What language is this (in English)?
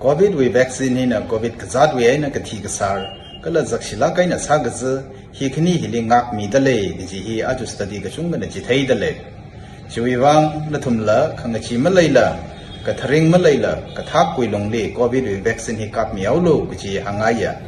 Tangkhul Naga (India)